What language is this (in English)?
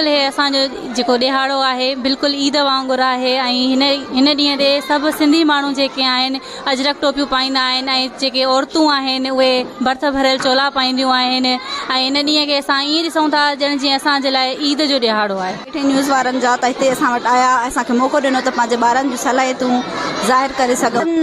Sindhi